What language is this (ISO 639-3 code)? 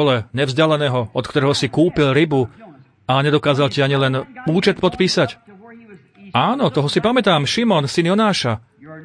slk